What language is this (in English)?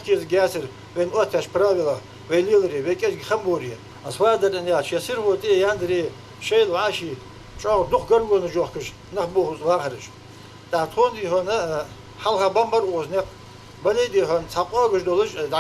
Ingush